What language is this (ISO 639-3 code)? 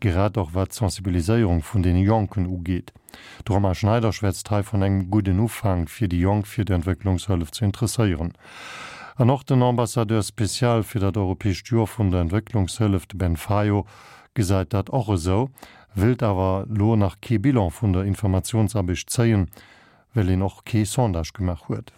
ltz